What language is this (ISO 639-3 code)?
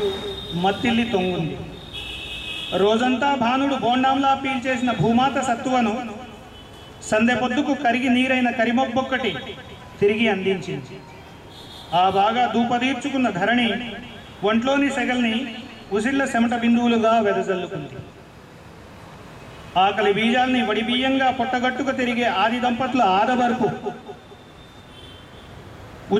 tel